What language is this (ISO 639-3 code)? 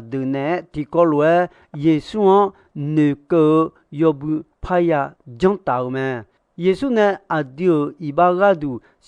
ahk